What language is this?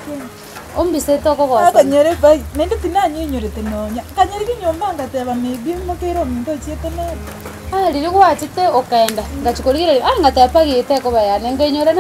Gusii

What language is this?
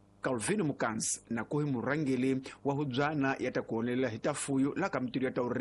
Tsonga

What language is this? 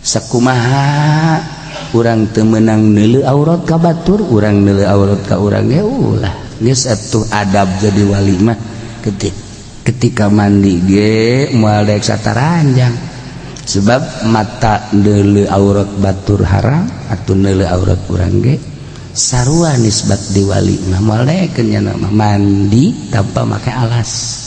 Sundanese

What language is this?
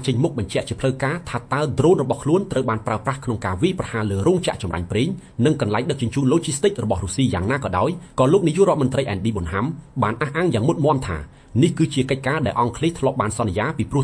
Khmer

